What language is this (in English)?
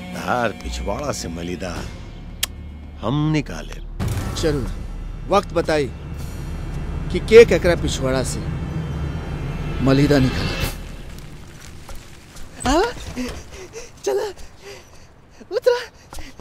Bhojpuri